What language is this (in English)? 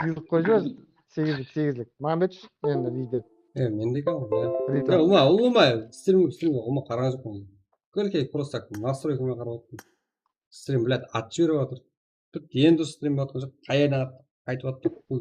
Kara-Kalpak